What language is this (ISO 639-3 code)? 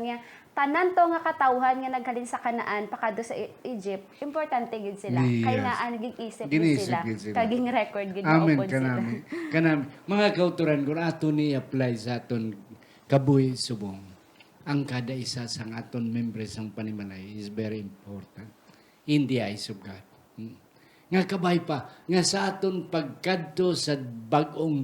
hil